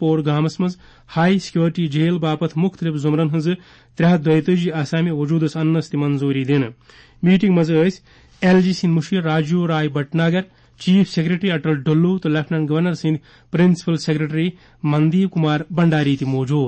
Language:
Kashmiri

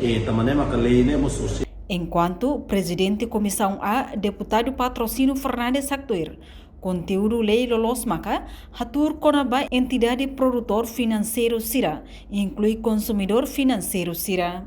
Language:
Tetum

